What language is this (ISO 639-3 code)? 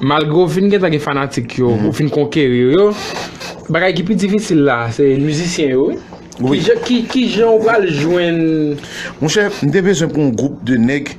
hat